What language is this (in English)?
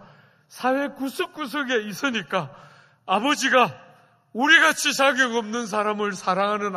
Korean